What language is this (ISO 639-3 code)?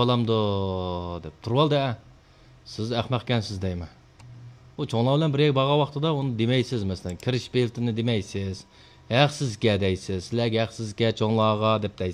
uig